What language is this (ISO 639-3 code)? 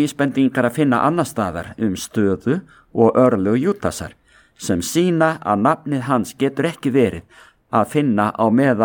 isl